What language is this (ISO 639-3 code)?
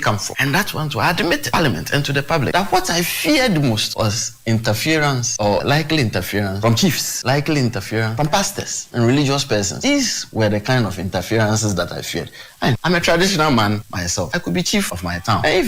aka